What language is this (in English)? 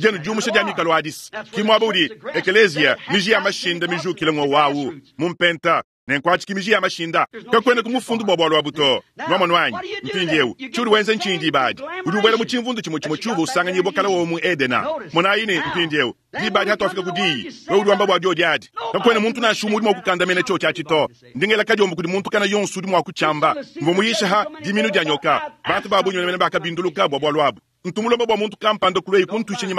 Luba-Lulua